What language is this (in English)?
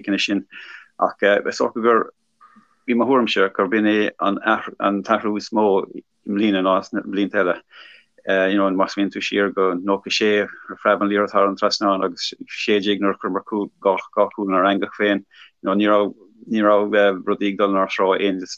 Irish